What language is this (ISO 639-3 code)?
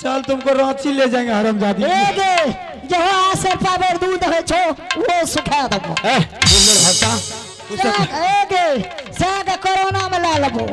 mai